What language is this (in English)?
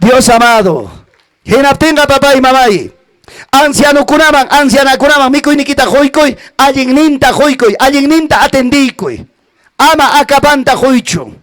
Ayacucho Quechua